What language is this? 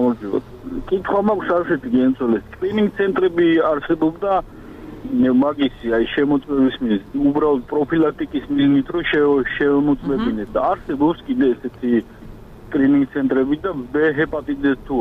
Georgian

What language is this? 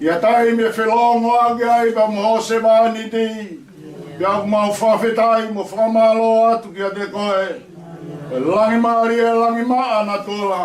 Tongan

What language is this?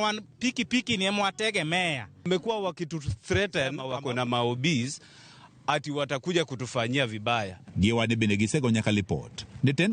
Luo (Kenya and Tanzania)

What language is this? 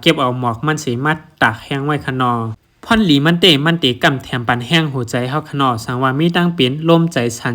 Shan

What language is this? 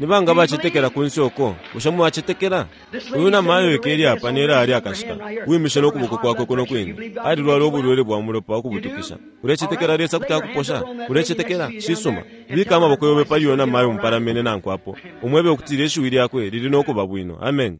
Bemba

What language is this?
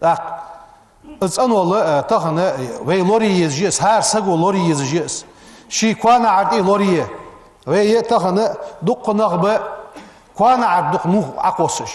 Ingush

